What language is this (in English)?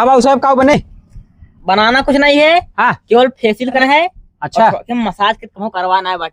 Awadhi